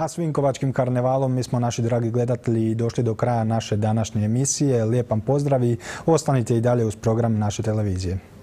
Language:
Croatian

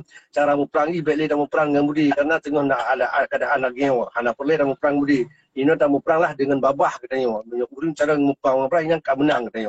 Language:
Achinese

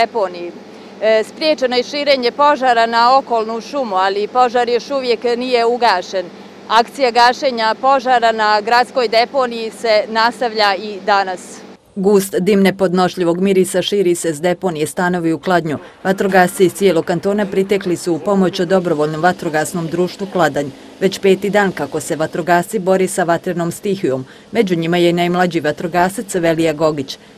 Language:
Bosnian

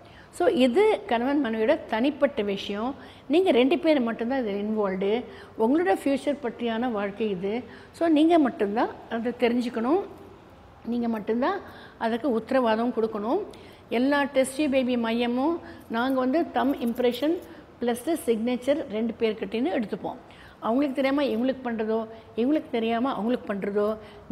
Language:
Tamil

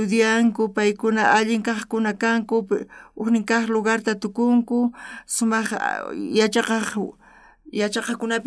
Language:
South Bolivian Quechua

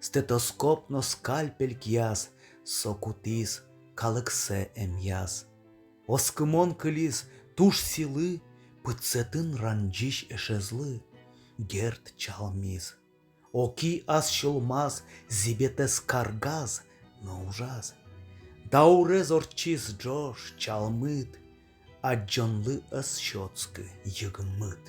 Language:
Udmurt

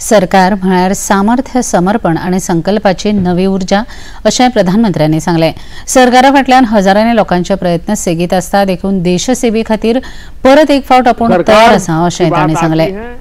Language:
Konkani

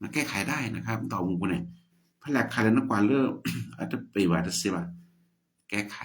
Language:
S'gaw Karen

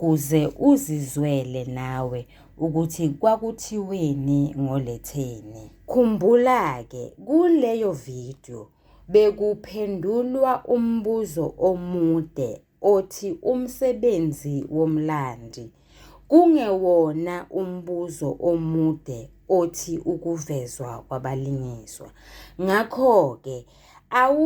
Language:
Zulu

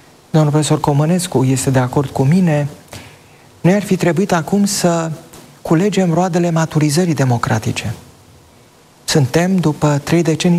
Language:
Romanian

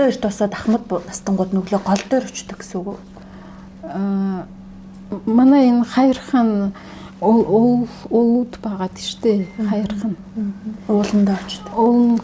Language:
Mongolian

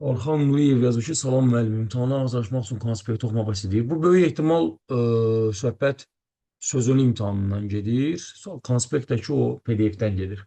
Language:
Azerbaijani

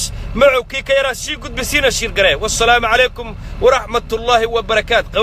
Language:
Somali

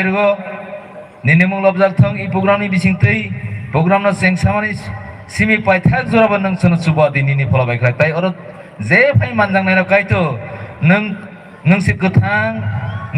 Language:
Kok Borok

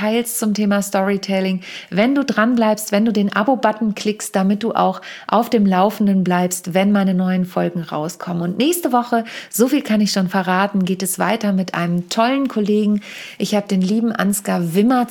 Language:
German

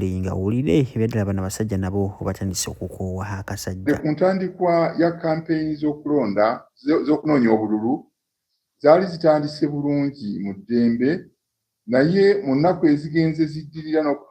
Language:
Ganda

